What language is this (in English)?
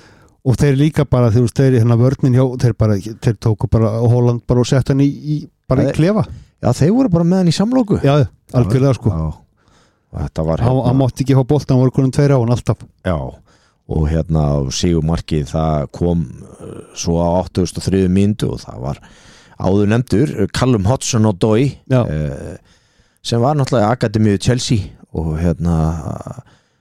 Icelandic